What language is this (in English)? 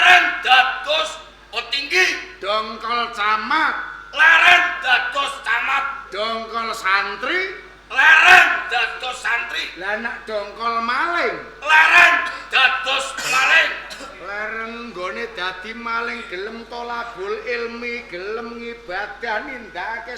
Javanese